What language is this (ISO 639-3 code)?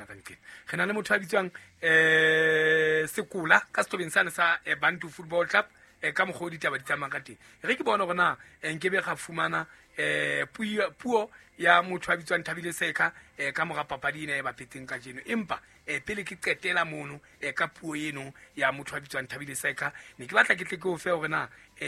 sot